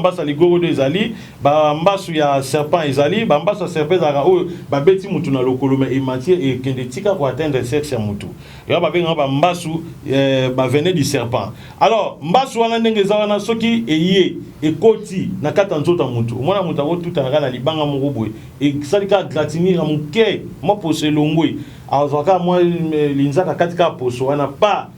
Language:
Lingala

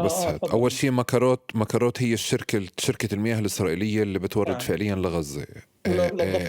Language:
North Levantine Arabic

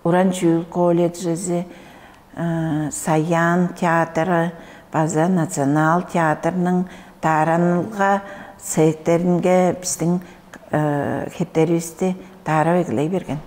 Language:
Tuvinian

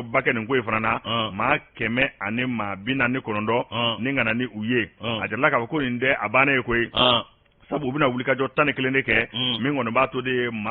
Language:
Bambara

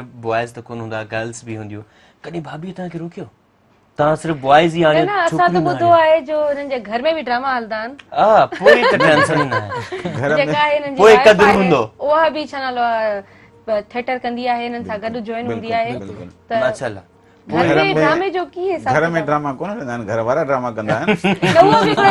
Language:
Sindhi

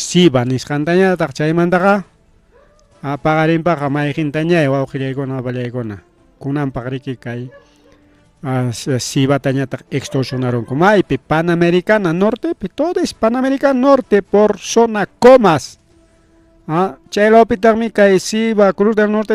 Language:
Ayacucho Quechua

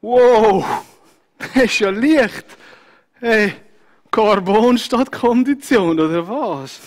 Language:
Swiss German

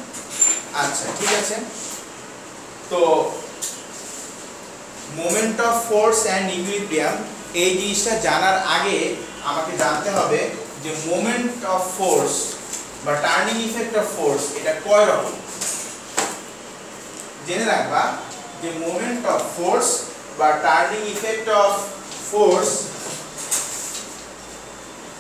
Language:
Bangla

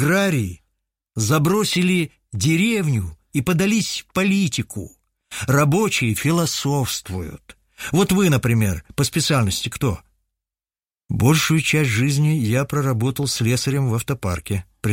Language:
Russian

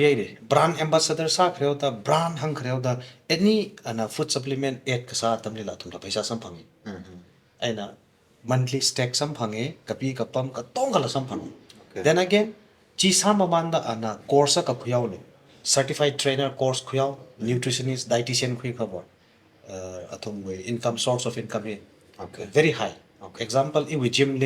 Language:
Tangkhul Naga (India)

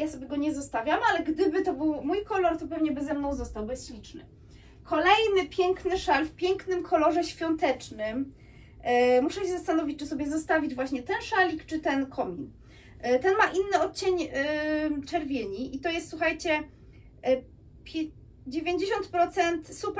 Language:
Polish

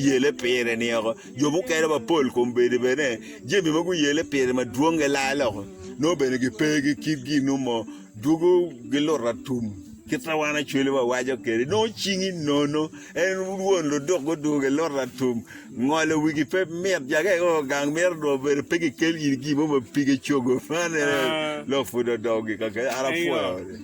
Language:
Acoli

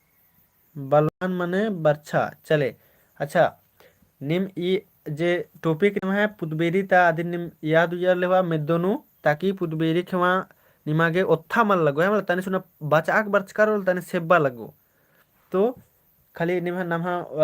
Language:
Kurukh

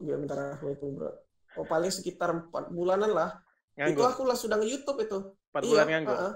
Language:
Musi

